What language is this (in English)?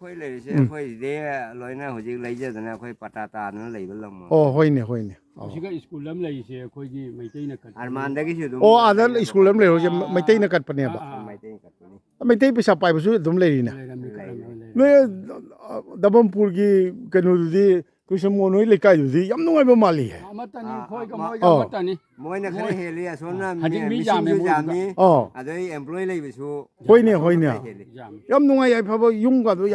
Manipuri